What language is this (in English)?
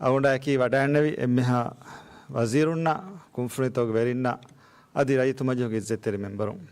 Divehi